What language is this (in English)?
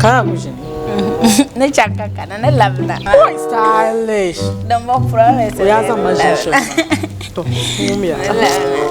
Dagbani